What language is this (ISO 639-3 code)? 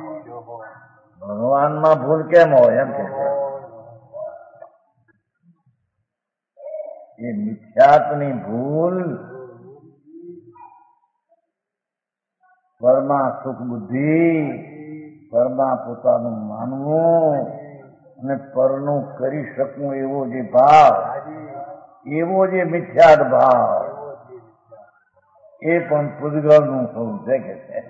guj